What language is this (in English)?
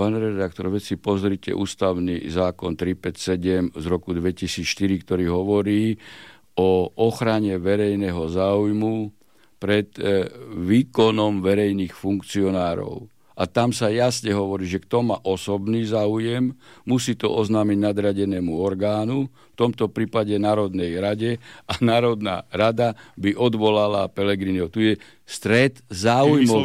Slovak